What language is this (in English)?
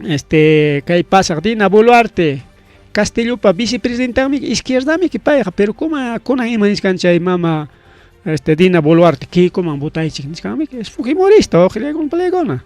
Ayacucho Quechua